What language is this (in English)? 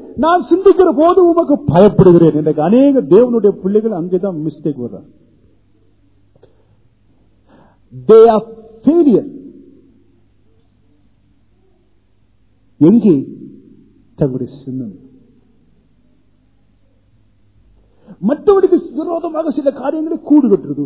Tamil